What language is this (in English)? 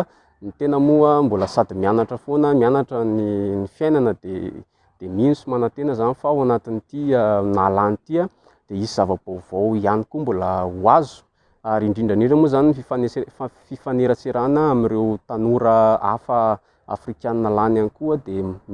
Malagasy